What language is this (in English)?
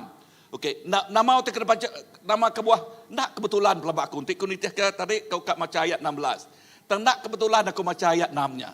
Iban